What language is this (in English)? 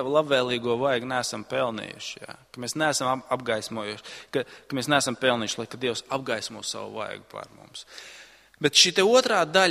Latvian